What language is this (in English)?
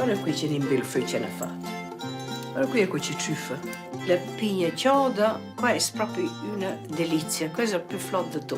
Romansh